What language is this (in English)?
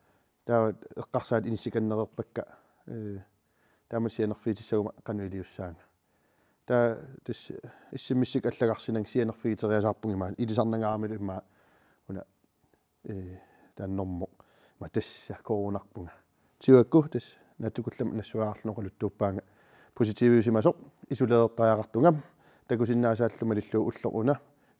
Kalaallisut